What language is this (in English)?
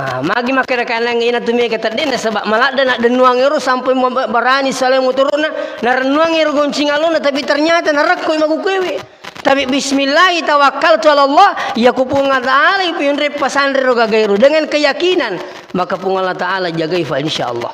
Buginese